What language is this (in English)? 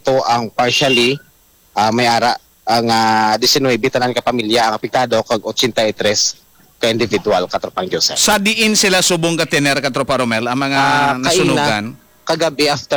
Hiligaynon